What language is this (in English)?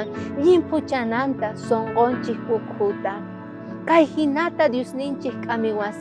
South Bolivian Quechua